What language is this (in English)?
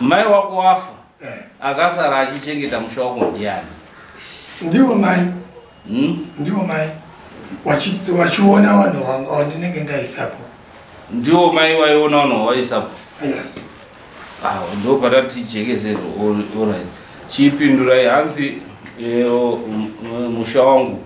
Shona